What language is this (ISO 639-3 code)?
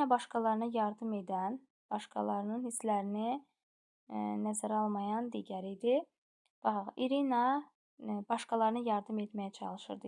aze